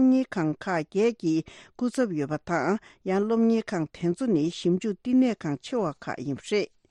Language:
Tibetan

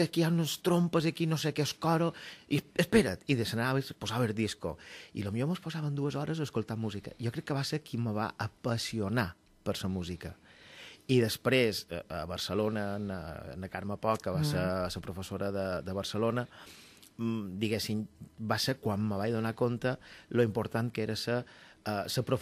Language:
Catalan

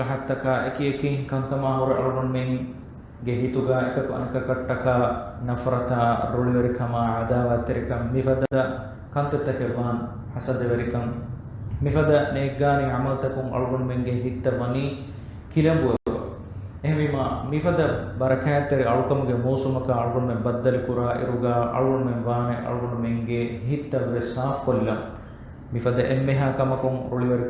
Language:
Divehi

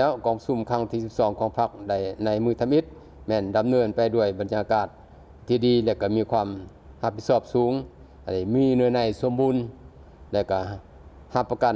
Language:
Lao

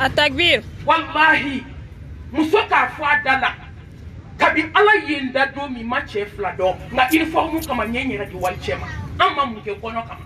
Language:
Bambara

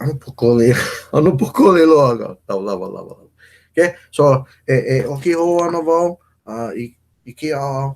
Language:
Hawaiian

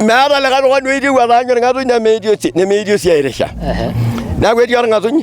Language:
Masai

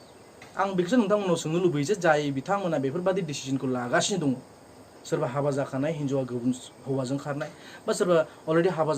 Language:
Bodo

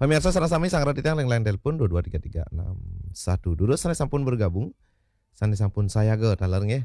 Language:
Balinese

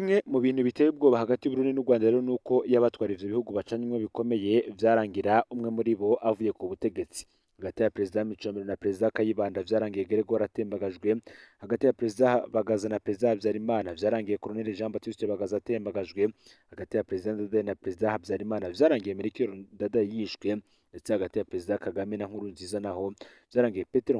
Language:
Rundi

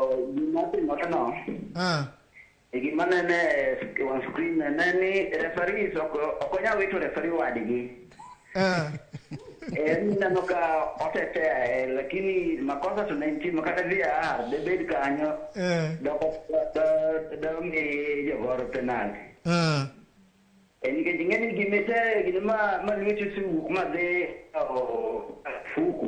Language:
Luo (Kenya and Tanzania)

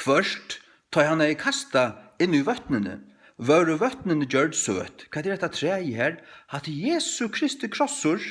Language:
Faroese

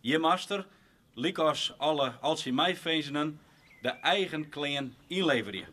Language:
Western Frisian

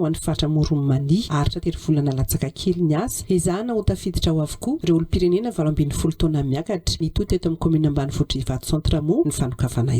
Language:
Malagasy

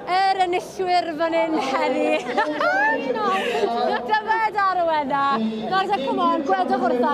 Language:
Welsh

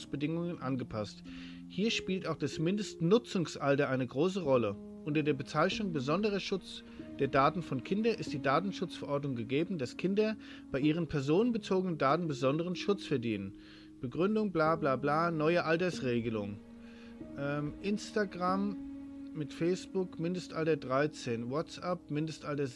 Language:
German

